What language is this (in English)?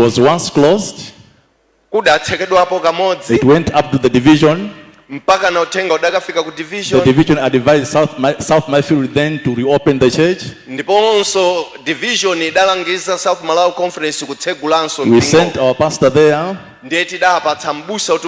Nyanja